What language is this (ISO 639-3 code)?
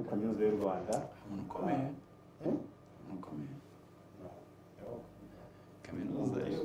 kin